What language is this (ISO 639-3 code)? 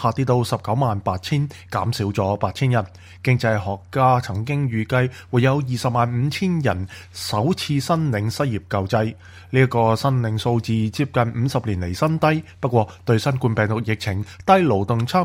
yue